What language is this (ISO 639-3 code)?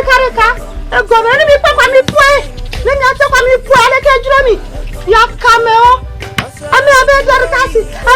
ewe